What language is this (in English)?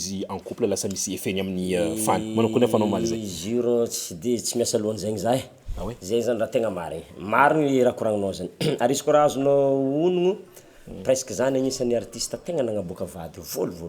Malagasy